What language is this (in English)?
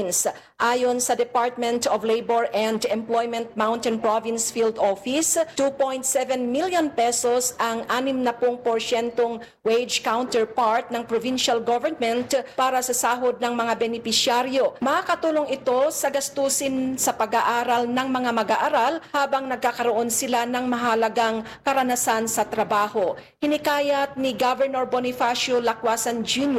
Filipino